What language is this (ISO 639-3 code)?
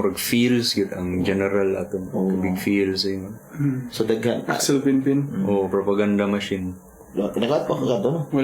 ceb